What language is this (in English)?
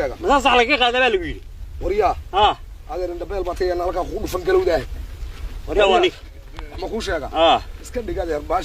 Somali